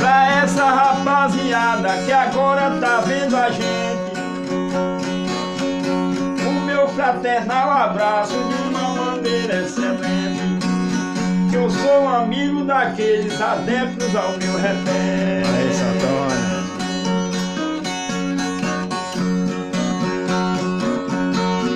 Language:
Portuguese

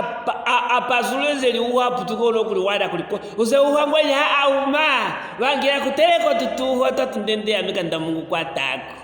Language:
Luvale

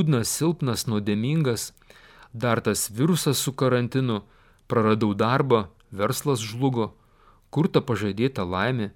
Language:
Lithuanian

